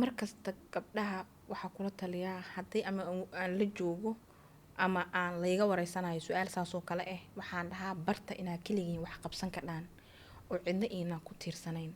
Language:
Somali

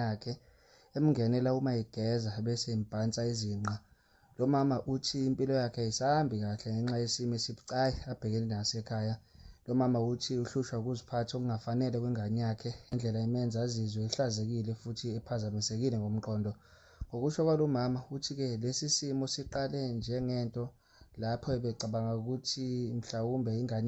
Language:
Zulu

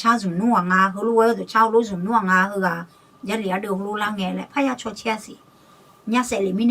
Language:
Akha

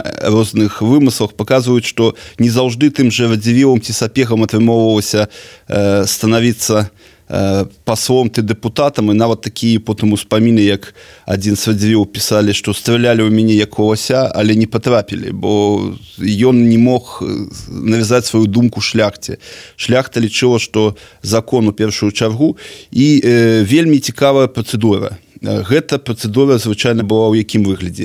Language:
Belarusian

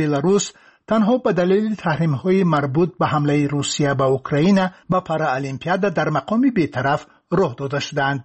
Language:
Persian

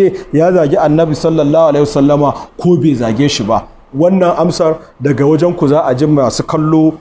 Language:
Hausa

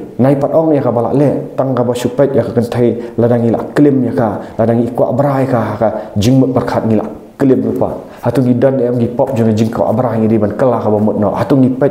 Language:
Khasi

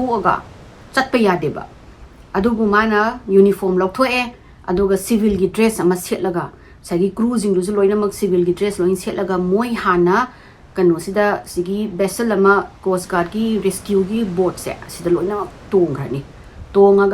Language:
Manipuri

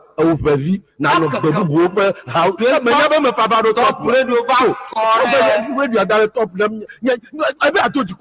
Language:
Ewe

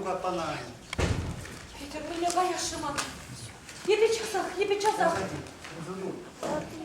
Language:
Chuvash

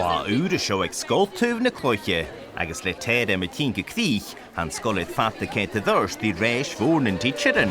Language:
Scottish Gaelic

